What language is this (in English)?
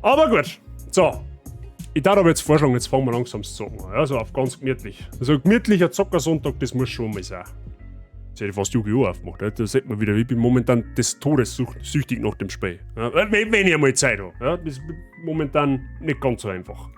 Bavarian